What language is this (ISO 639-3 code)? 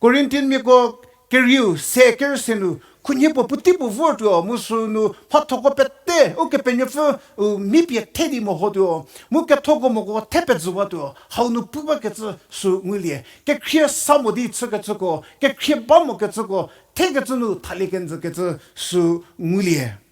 njm